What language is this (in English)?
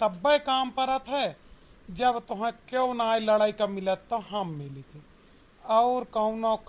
Awadhi